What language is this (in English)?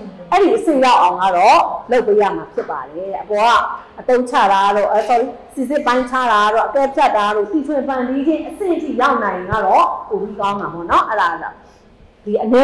Burmese